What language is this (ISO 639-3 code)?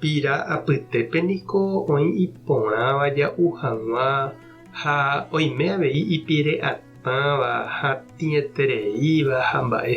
grn